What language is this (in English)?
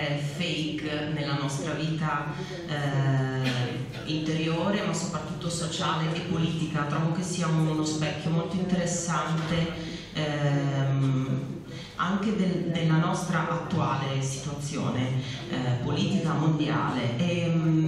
Italian